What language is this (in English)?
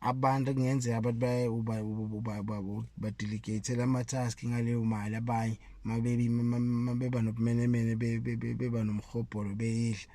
Zulu